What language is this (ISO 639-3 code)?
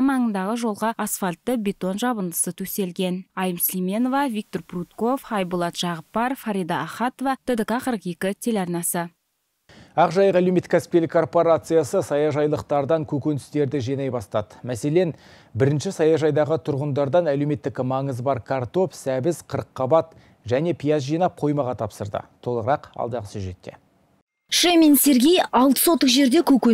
kaz